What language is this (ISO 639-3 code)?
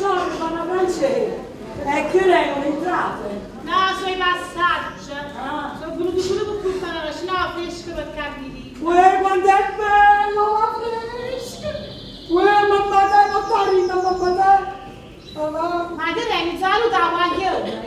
nap